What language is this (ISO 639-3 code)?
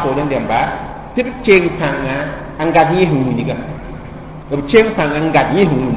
mos